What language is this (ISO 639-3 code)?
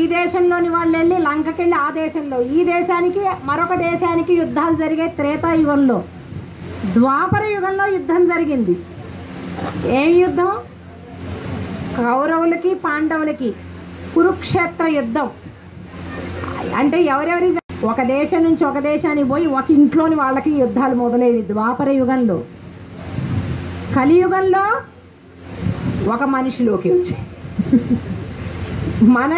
tel